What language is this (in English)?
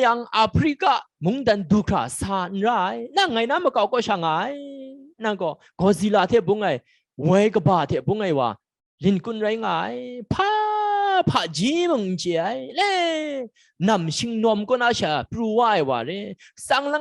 Kachin